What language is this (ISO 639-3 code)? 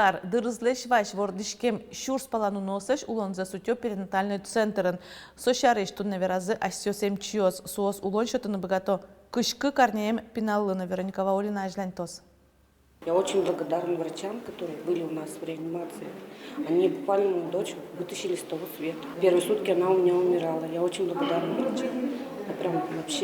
udm